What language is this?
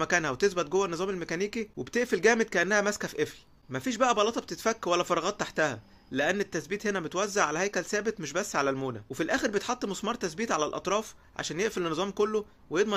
Egyptian Arabic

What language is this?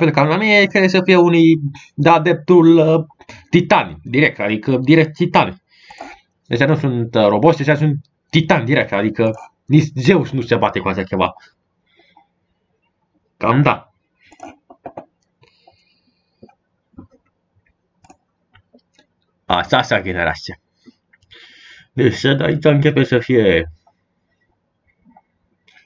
Romanian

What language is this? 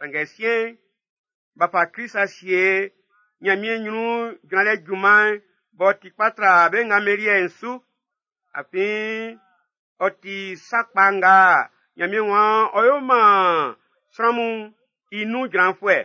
Baoulé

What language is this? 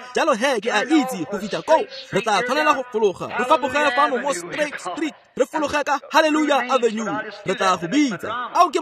Tswana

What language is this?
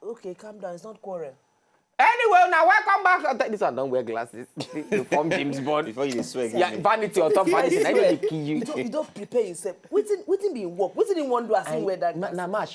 Nigerian Pidgin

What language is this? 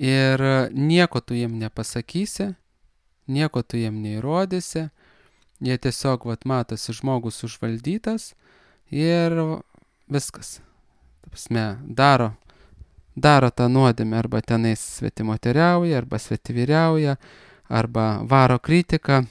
Lithuanian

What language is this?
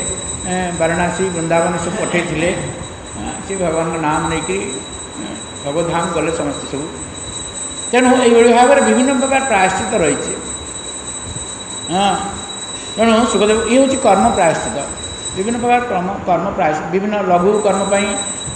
Odia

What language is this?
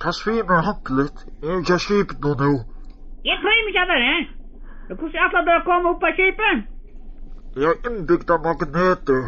Faroese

